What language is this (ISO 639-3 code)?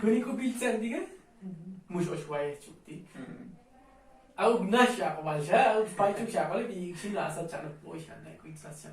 tzo